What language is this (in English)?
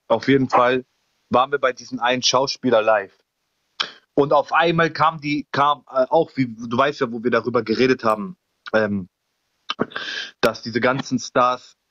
German